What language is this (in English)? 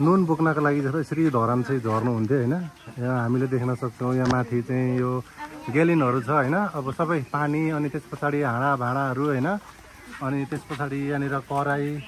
Nepali